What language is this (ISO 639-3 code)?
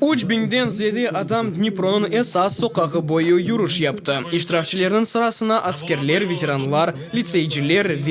crh